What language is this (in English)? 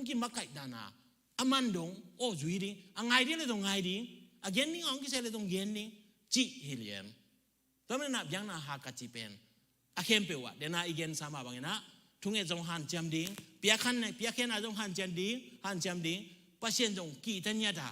Tedim Chin